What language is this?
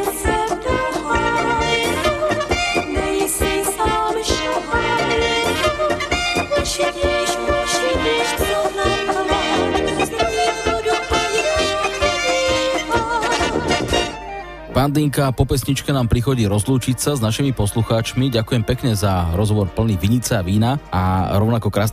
Slovak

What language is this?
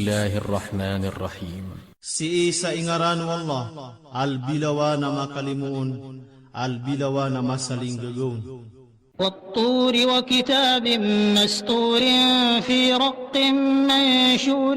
Maranao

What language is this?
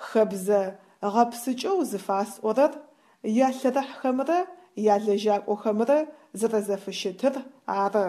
Adyghe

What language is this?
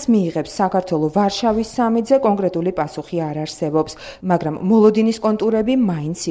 Georgian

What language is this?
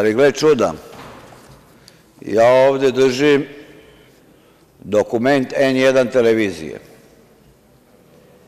Serbian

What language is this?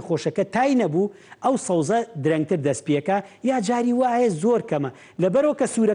Central Kurdish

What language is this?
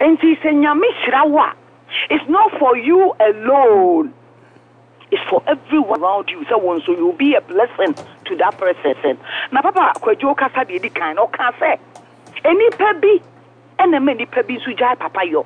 Akan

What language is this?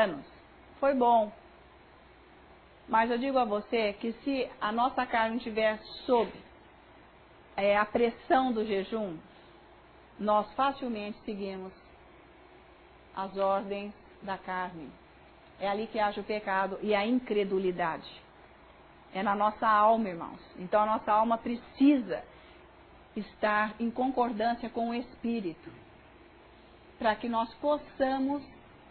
Portuguese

